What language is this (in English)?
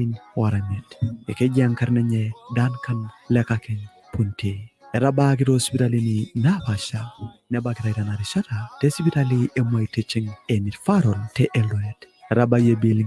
Masai